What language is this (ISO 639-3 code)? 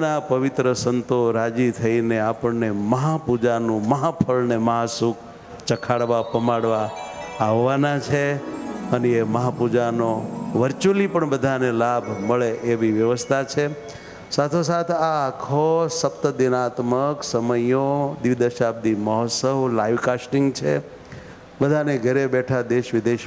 guj